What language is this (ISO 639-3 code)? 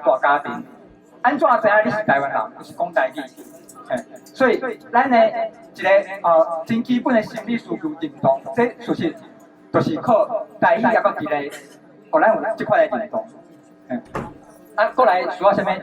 nan